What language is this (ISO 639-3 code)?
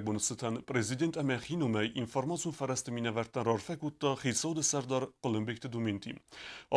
oss